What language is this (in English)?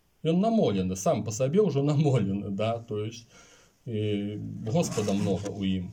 Belarusian